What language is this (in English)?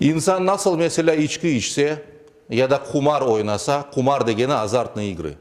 Crimean Tatar